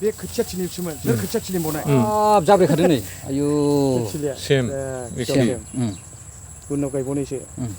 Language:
Bodo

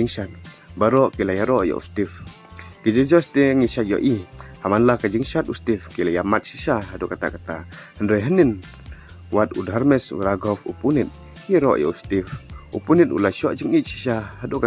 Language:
Khasi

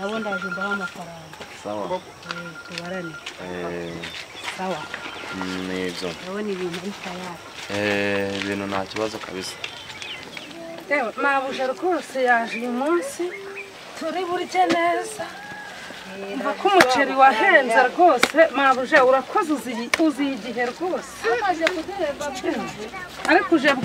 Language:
Kinyarwanda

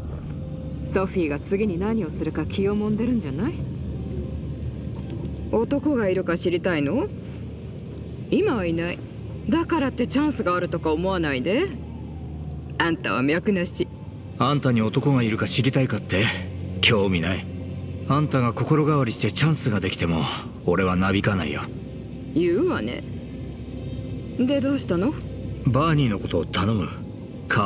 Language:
Japanese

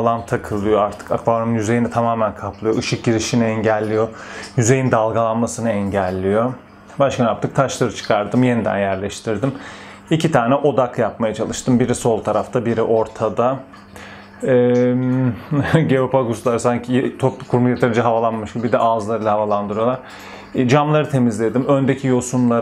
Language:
Turkish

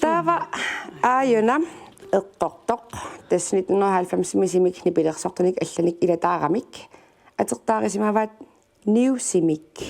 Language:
Kalaallisut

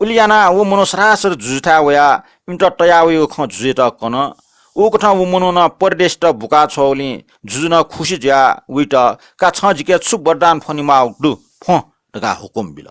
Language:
Newari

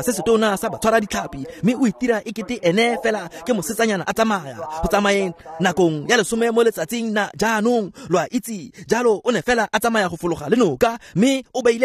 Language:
Tswana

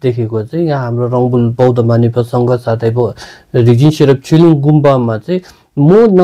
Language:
Nepali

